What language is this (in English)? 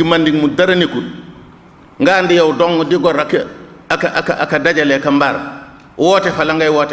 Wolof